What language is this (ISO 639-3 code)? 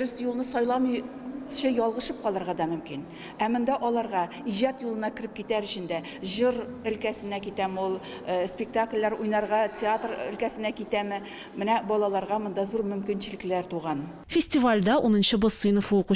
tat